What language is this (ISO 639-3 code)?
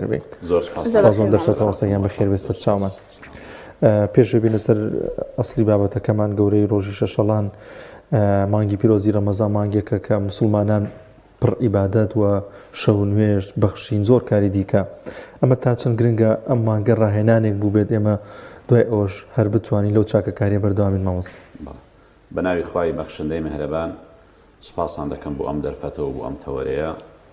ckb